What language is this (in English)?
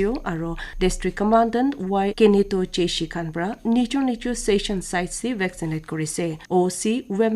Naga Pidgin